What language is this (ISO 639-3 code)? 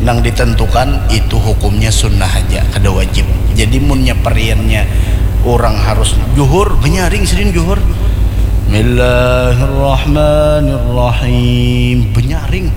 bjn